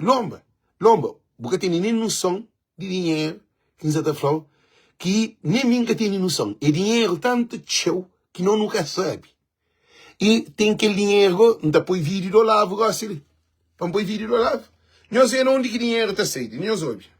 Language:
Kabuverdianu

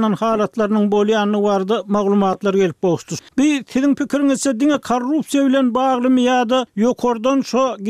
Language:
Turkmen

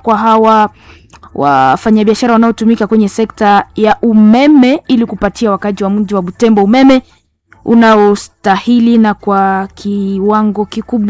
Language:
Swahili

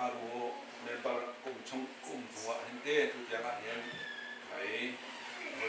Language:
Hakha Chin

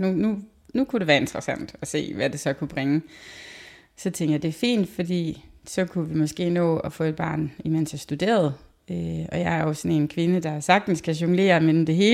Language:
Danish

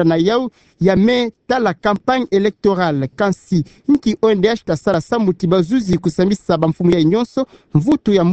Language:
Kituba (Democratic Republic of Congo)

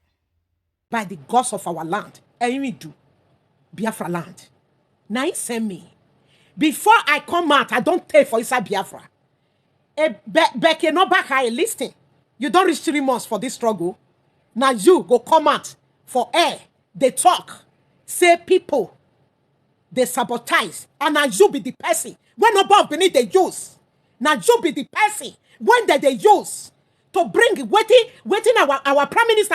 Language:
Nigerian Pidgin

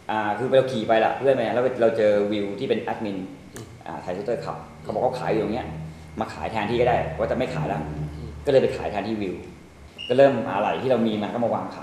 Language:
Thai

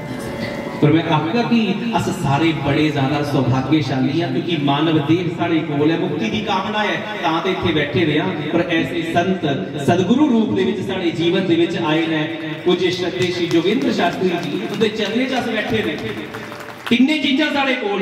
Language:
Dogri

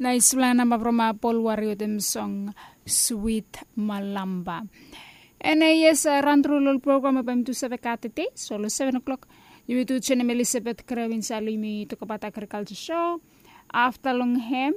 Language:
Bislama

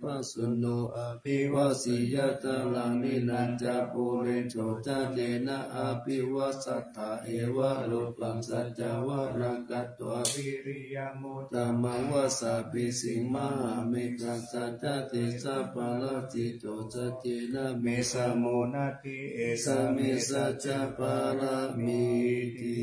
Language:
Pali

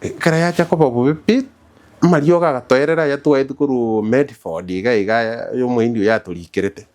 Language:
Gusii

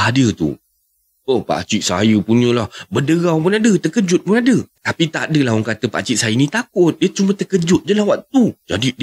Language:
Malay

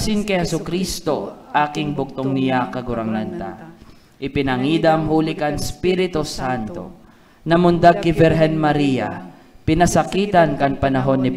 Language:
Bikol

